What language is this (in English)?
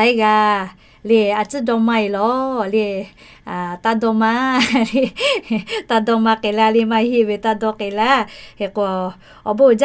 Lahu